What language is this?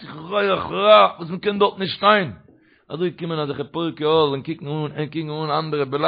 Yiddish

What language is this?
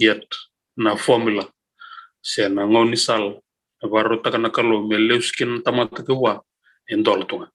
Fijian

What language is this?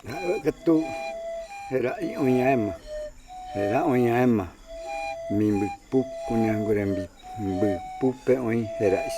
Mbyá Guaraní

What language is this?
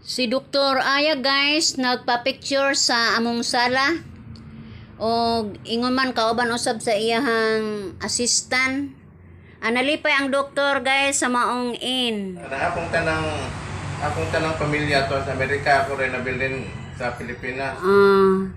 Cebuano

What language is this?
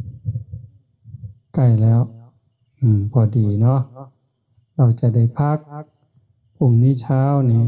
Northeastern Thai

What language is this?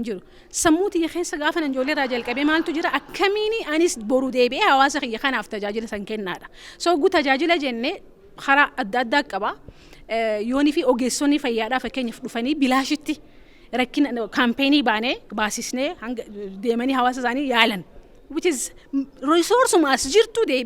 Oromo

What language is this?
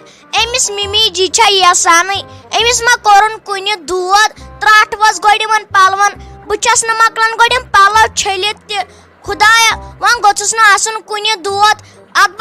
Kashmiri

